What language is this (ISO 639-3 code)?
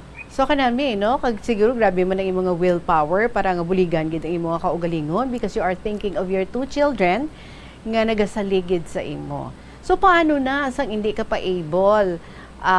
hil